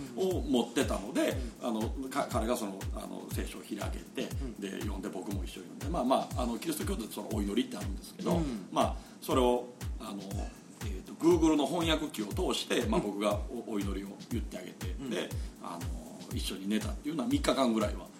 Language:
Japanese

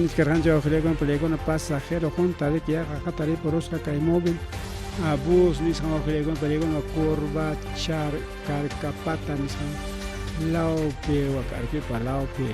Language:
Ayacucho Quechua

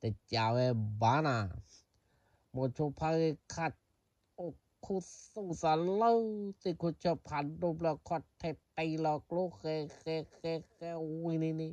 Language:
S'gaw Karen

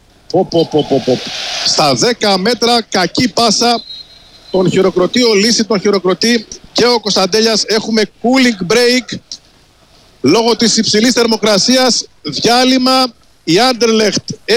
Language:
Greek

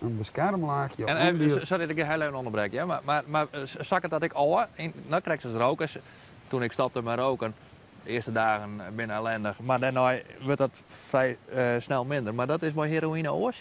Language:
Western Frisian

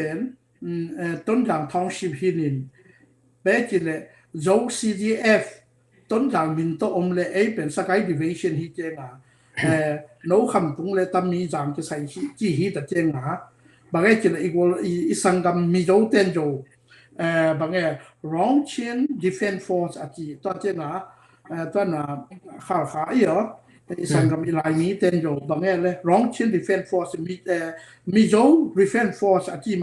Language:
Tedim Chin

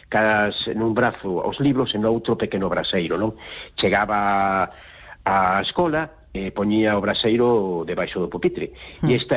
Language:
Galician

